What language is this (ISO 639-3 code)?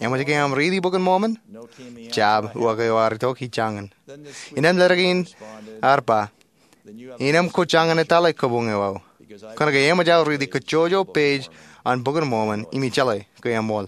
mah